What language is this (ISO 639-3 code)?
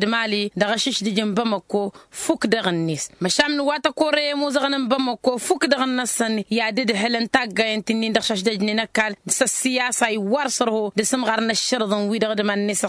taq